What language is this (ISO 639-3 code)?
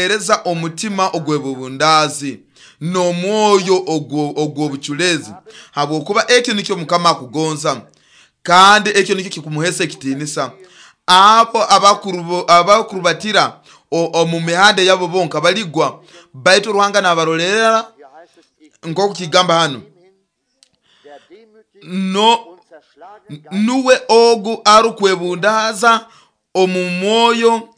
nyo